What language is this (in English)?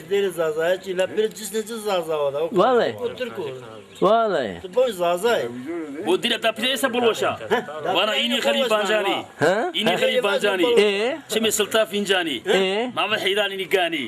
Zaza